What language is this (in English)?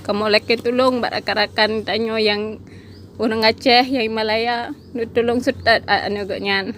Achinese